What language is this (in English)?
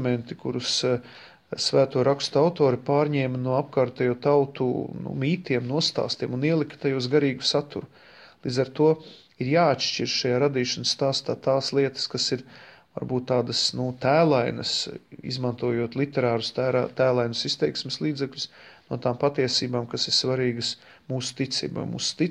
Latvian